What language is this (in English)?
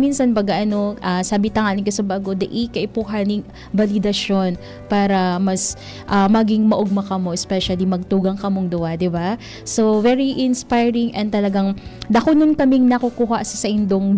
Bikol